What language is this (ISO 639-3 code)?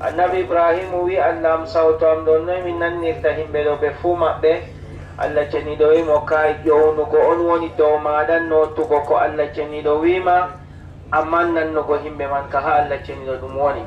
fub